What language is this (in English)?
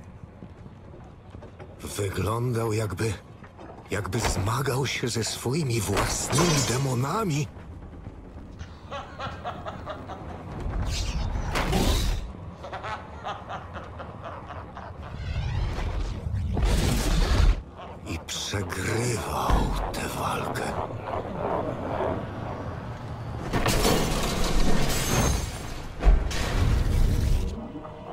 Polish